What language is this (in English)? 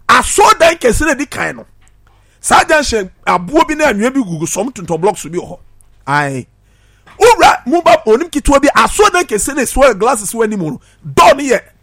Akan